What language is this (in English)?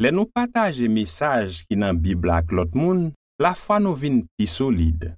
Haitian Creole